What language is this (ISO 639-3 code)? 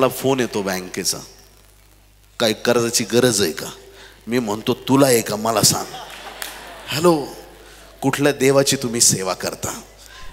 mar